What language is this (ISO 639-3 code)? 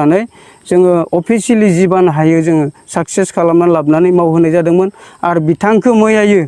brx